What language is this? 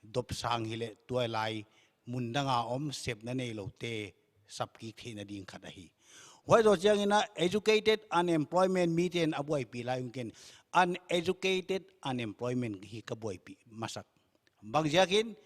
Paite Chin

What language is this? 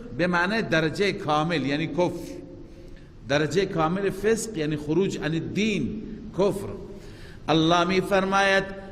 Persian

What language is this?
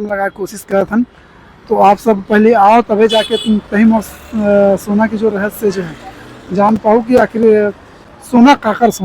Chhattisgarhi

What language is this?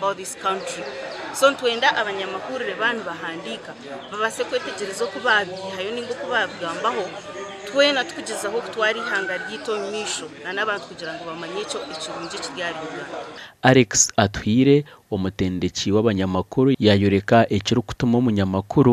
Nyankole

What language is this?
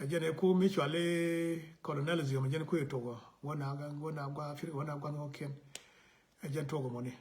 Nuer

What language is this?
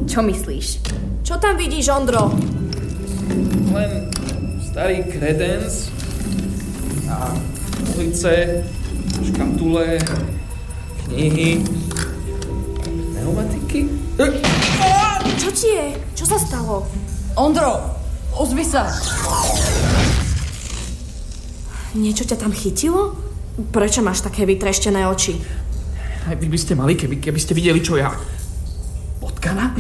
Slovak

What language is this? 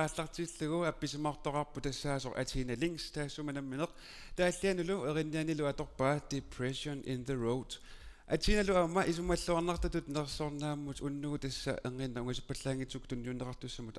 Kalaallisut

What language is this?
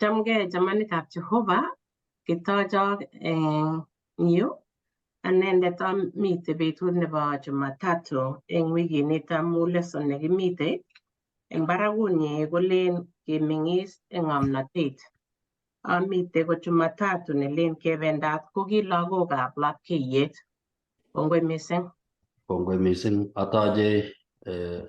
Kalenjin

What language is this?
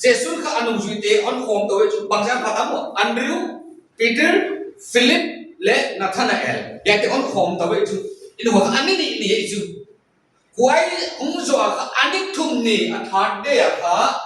Paite Chin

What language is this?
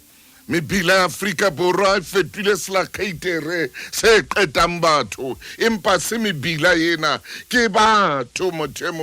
Southern Sotho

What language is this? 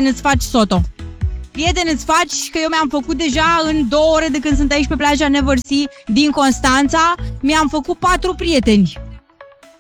Romanian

